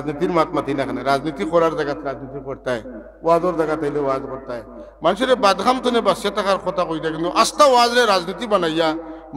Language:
Sylheti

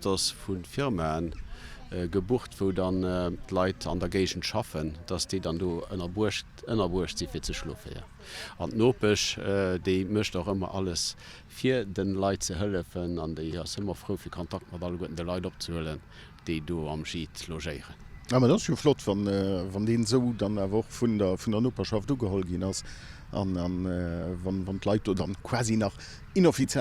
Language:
Luxembourgish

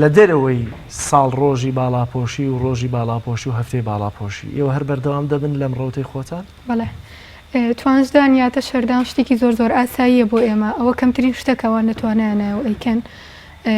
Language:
Central Kurdish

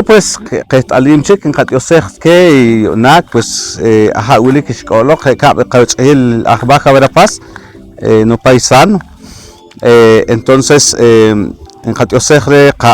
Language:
Poqomchi'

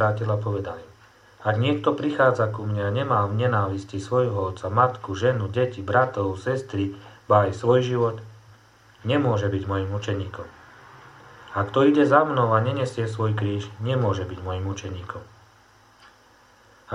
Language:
Slovak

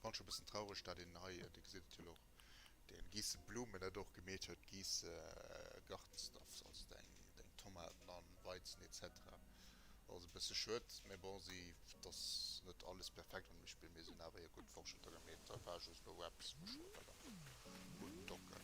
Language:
Luxembourgish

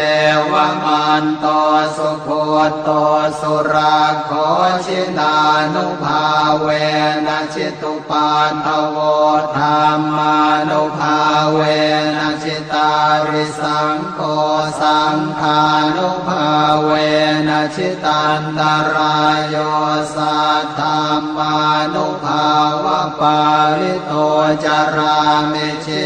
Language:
Pali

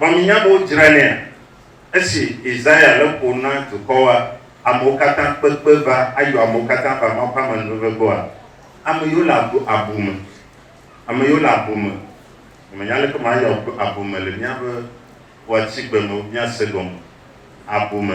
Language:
Ewe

